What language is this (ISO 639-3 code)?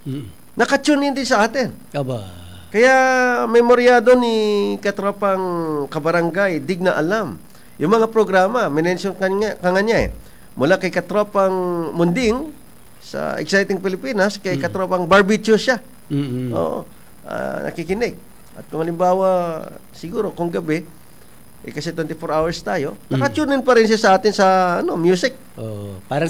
fil